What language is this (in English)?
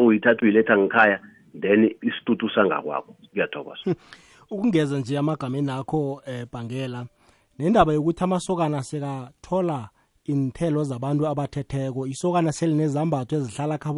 South Ndebele